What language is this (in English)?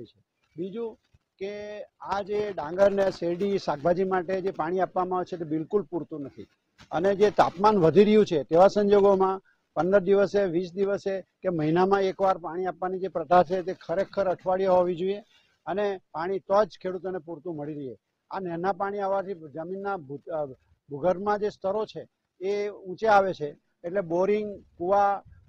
Gujarati